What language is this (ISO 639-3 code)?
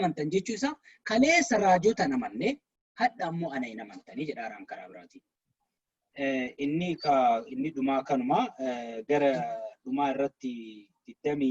orm